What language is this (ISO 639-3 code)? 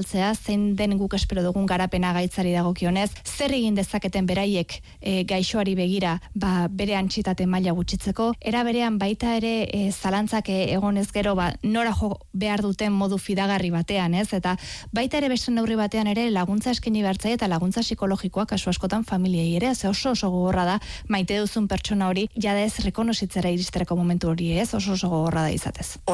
eus